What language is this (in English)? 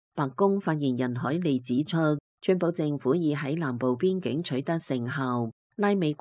Cantonese